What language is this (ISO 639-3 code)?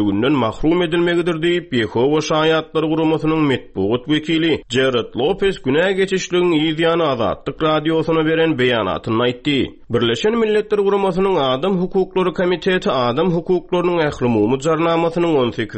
tuk